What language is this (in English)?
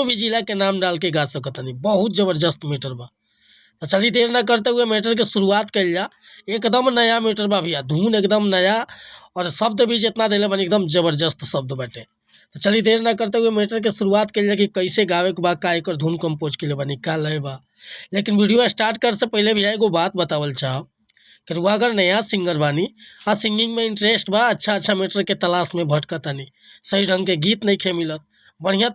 Bhojpuri